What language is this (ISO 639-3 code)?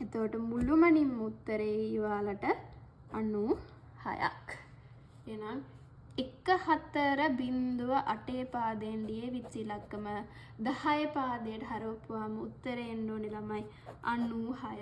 sin